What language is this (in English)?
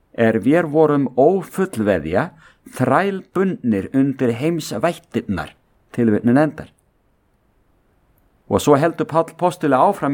Icelandic